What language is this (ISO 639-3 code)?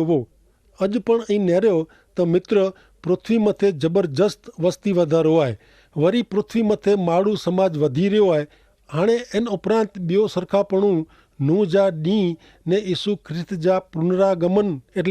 kfr